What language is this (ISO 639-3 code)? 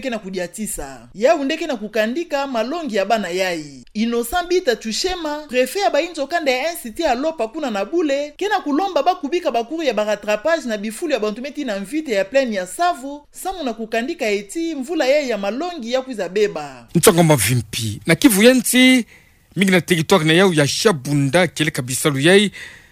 ktu